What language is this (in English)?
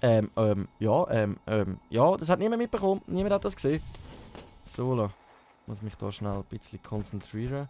Swiss German